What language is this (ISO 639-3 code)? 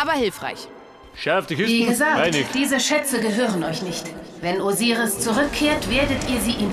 bar